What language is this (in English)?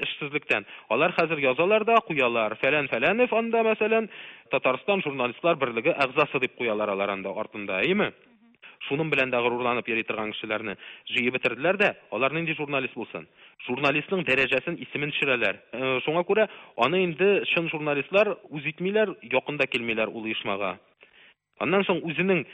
Tatar